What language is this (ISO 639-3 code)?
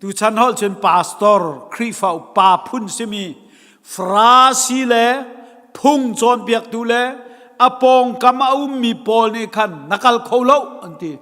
cnh